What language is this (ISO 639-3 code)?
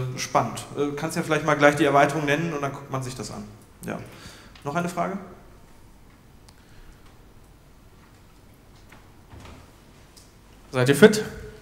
deu